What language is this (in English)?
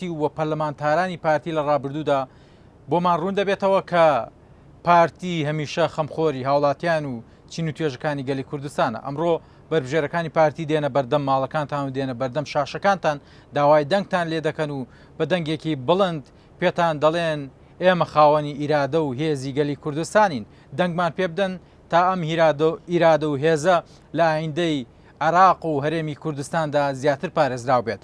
Central Kurdish